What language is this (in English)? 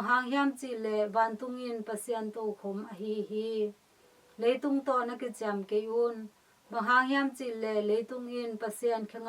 Tedim Chin